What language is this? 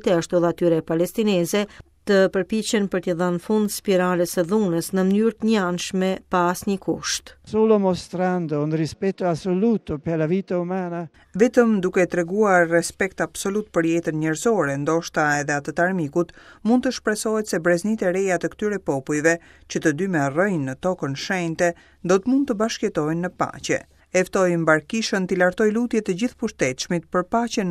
Albanian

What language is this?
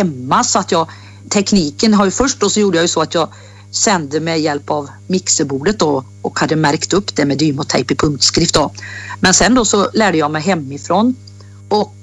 Swedish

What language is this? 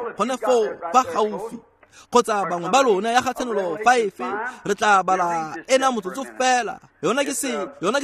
Tswana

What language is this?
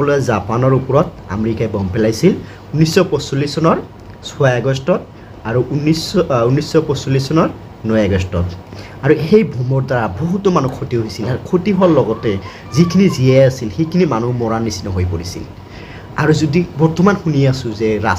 Assamese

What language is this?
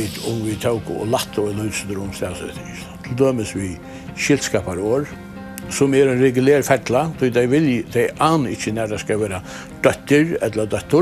Faroese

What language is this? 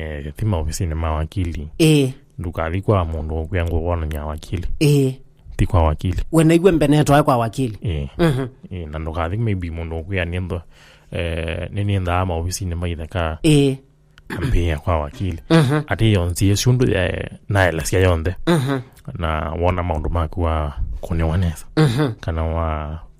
Kamba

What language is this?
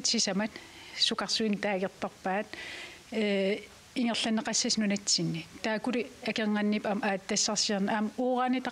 Kalaallisut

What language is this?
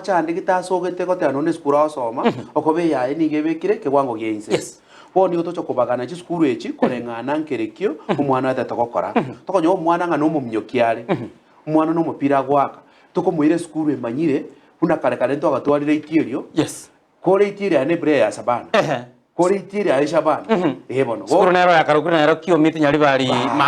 Gusii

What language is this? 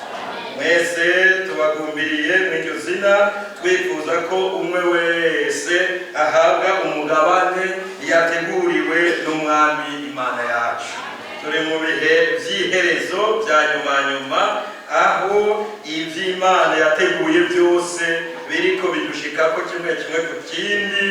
Rundi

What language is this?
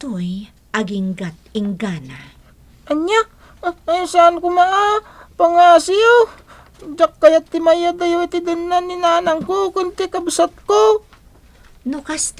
Iloko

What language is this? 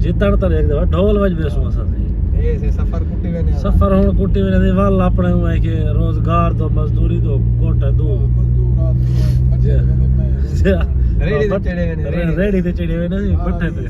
Saraiki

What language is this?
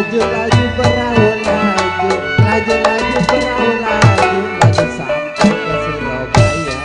Betawi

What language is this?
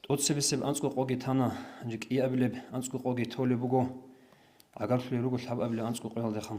Avaric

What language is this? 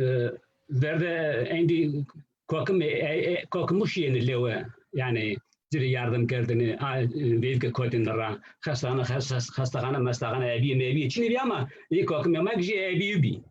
Zaza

